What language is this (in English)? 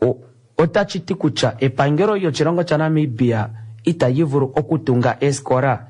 Kuanyama